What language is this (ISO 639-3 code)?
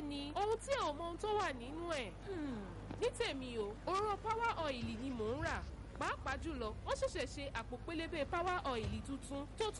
yor